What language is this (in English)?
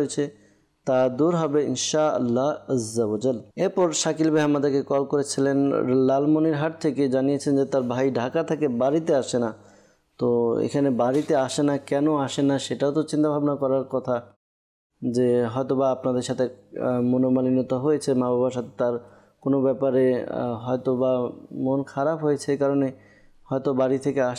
Bangla